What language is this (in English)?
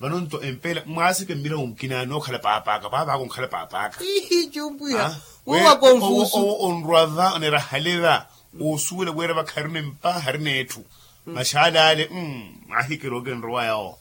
Makhuwa